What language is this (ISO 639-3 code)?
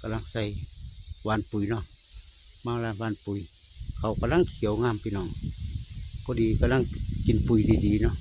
tts